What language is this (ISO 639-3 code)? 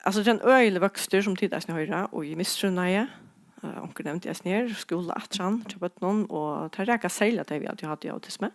fao